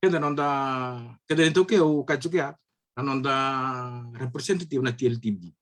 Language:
Fijian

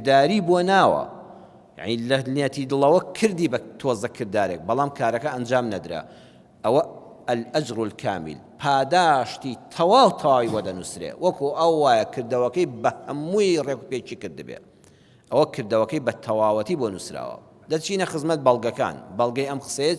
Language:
Central Kurdish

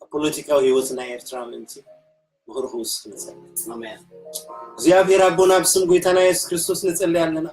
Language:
Tigrinya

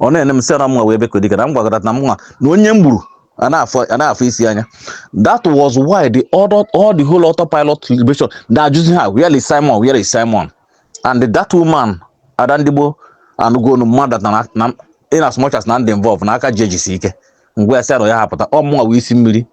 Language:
Igbo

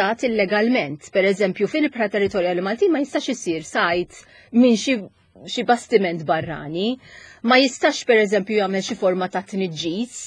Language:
Maltese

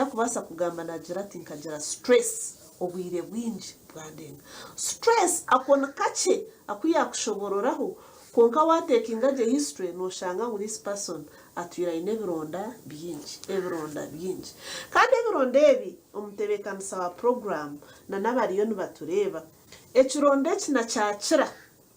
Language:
Nyankole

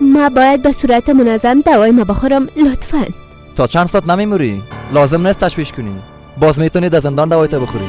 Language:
Persian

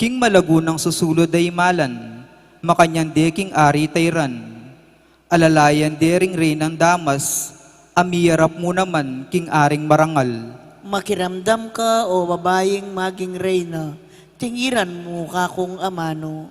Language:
Pampanga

